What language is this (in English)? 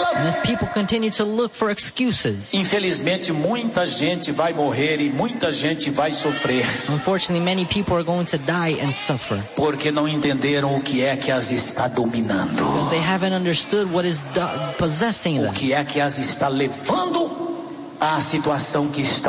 Portuguese